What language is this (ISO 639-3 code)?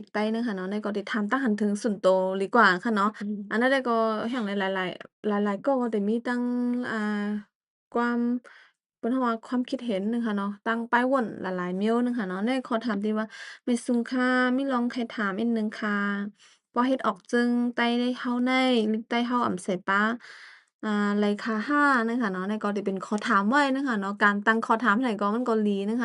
shn